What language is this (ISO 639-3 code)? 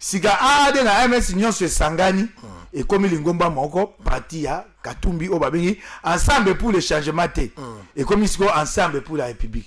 lin